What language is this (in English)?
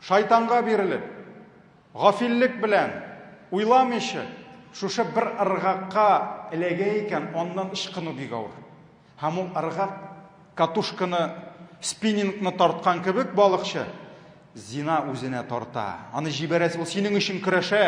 Tatar